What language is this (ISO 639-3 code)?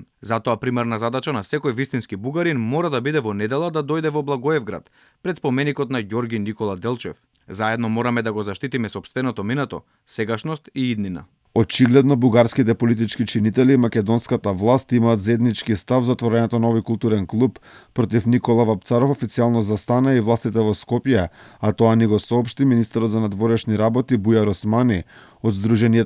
mkd